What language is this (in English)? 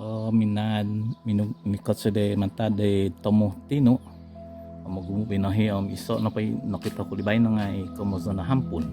Central Dusun